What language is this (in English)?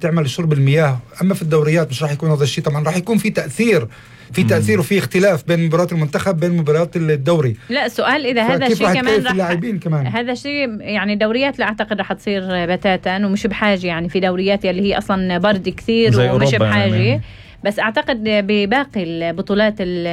North Levantine Arabic